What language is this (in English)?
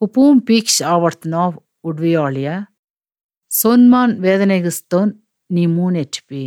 Albanian